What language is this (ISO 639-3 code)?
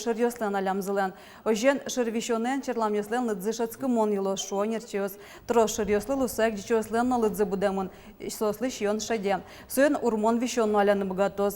udm